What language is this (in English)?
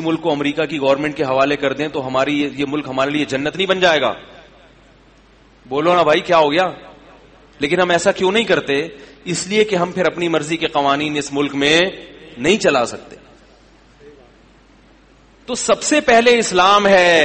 Urdu